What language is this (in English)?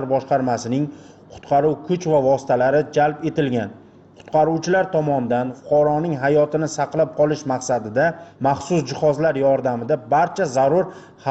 Uzbek